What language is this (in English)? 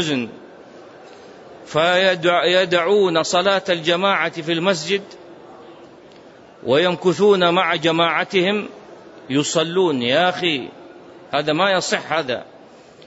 Arabic